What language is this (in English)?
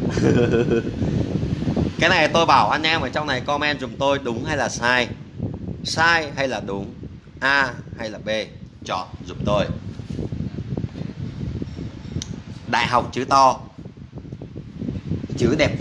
Vietnamese